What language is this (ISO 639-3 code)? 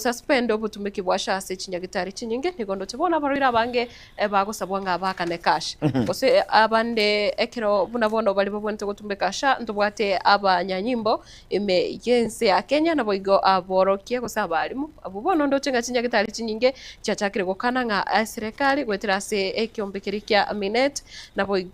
guz